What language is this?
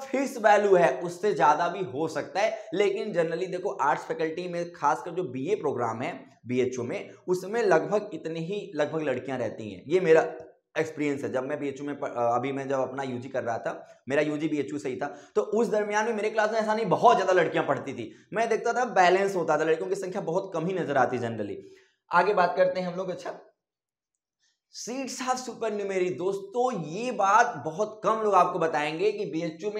Hindi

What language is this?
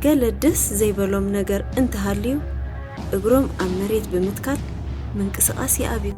Tigrinya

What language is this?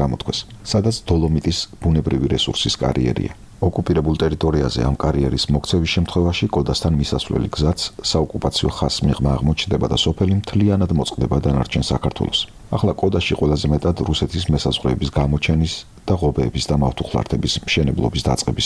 Georgian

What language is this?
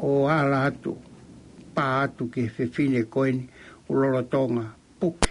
Tongan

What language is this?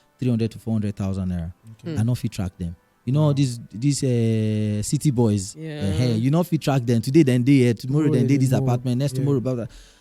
Nigerian Pidgin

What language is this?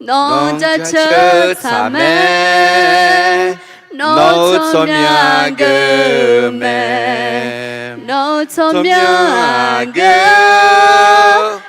Akha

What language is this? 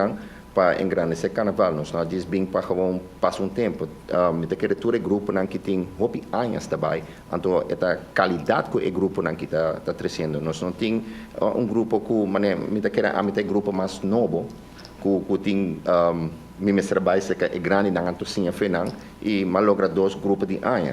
Papiamento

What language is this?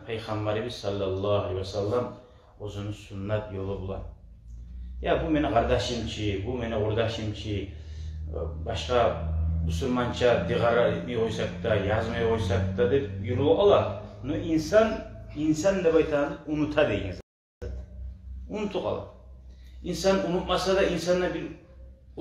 Kumyk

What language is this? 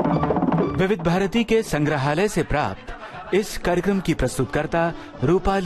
Hindi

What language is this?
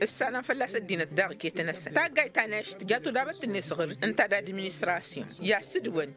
Tamasheq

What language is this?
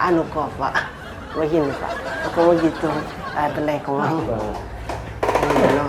Manado Malay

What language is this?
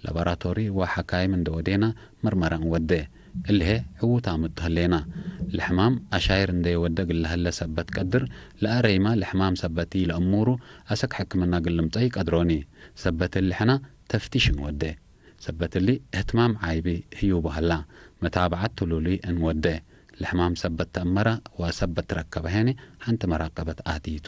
Tigre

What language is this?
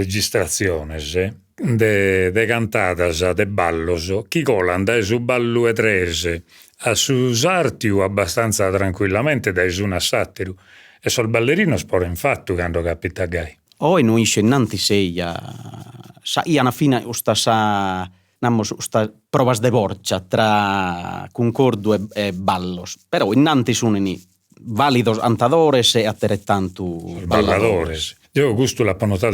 Sardinian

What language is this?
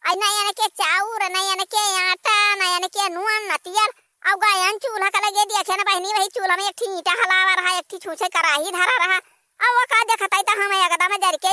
Awadhi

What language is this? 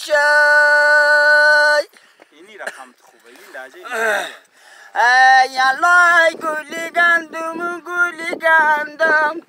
Persian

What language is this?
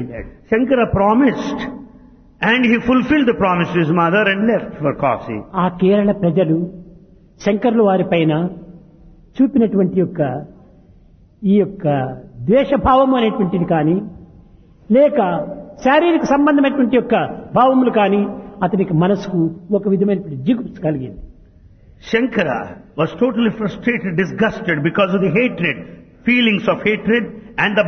Telugu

